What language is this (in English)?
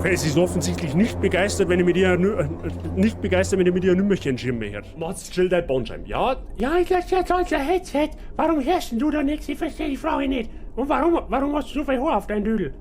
Bavarian